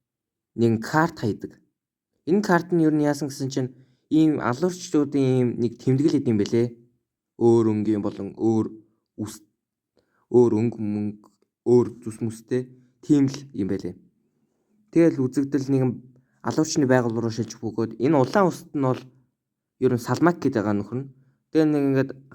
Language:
Mongolian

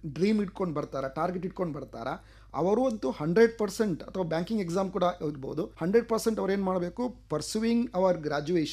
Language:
Kannada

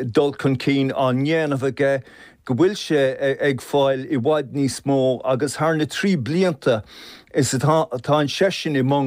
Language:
Irish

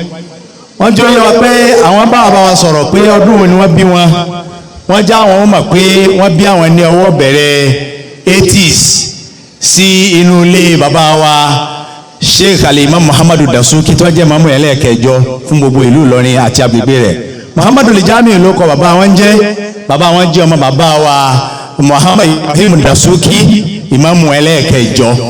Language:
Yoruba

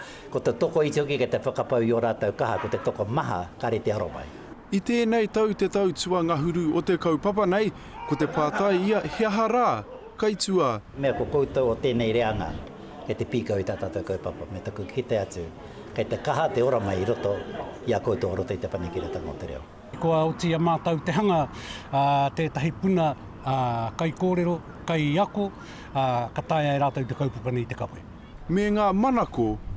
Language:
Māori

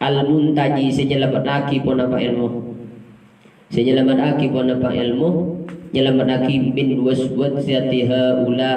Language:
Madurese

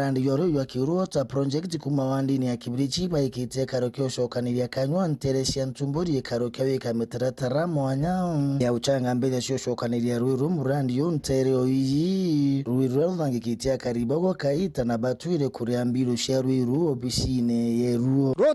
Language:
Meru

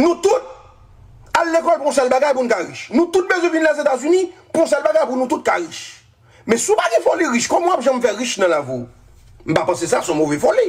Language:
Haitian Creole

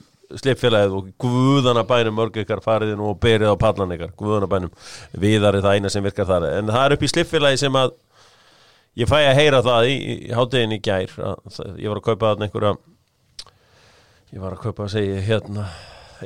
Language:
Icelandic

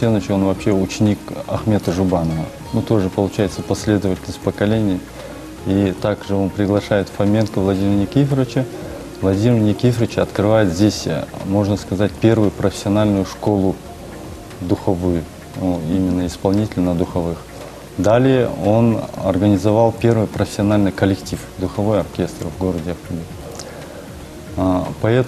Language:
Russian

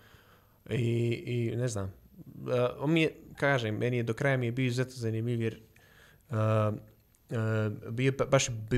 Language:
Serbian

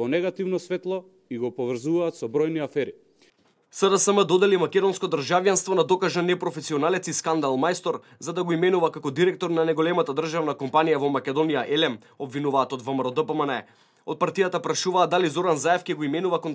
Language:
Macedonian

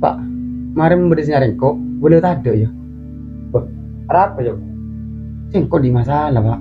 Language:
Madurese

